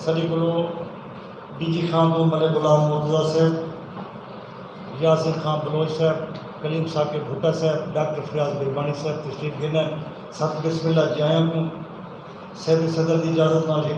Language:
Saraiki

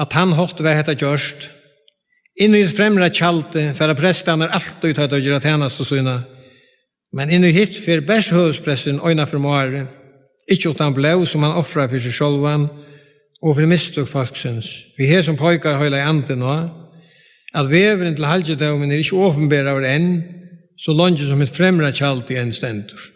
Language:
Faroese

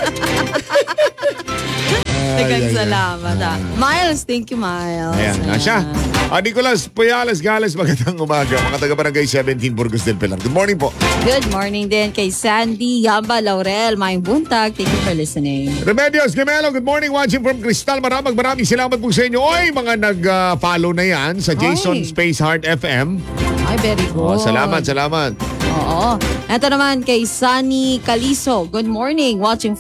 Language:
Filipino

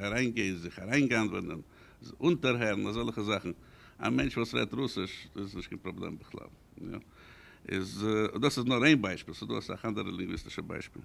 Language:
Yiddish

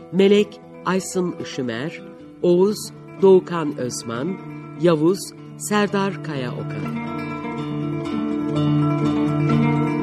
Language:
Turkish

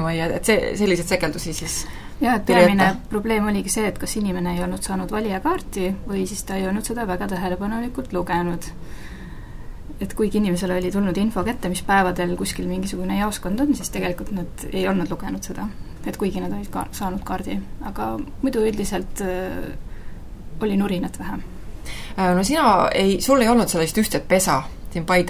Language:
Estonian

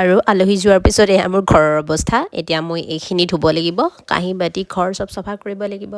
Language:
Assamese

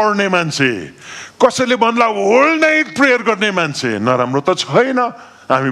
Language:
Nepali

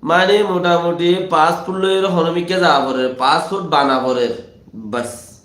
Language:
Rohingya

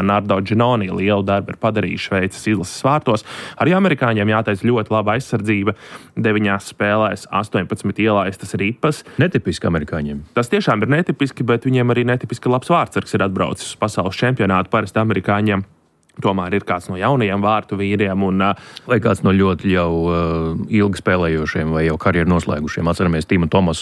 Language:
Latvian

